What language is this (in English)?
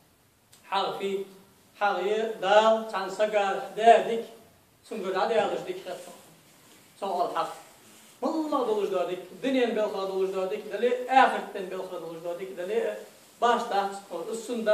Ingush